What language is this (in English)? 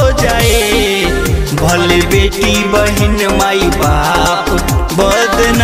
Bhojpuri